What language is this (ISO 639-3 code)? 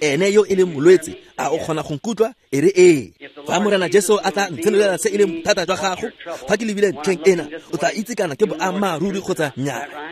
tsn